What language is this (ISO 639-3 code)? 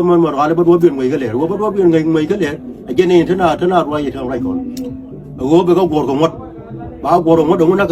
nus